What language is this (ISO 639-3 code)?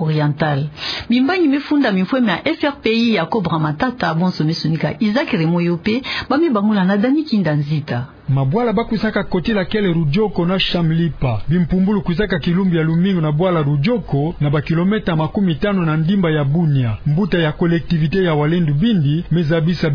ktu